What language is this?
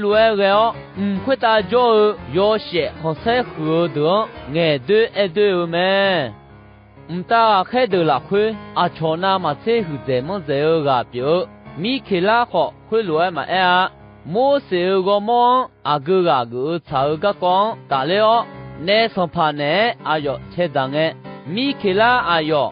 Akha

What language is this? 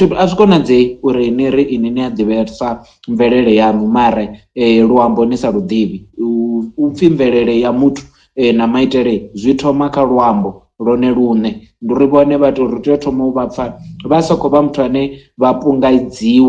Venda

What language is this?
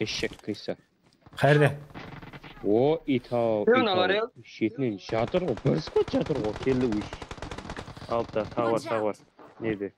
Kara-Kalpak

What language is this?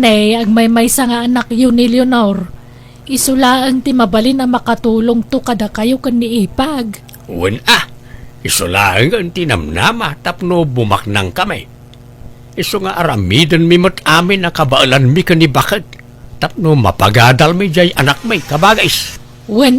Iloko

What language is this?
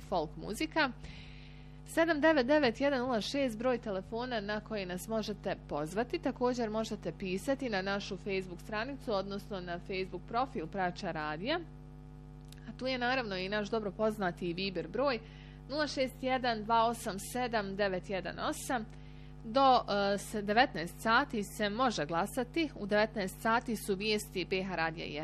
Bosnian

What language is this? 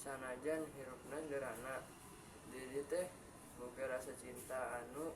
Sundanese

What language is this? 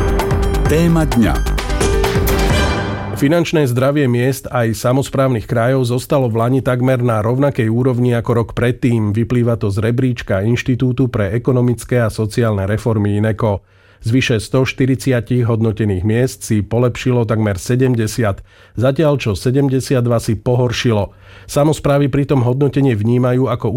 Slovak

